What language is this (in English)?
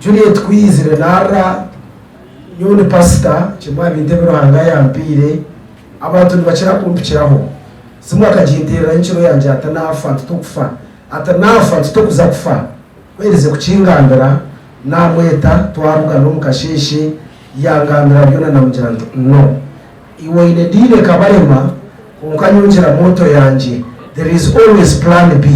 Nyankole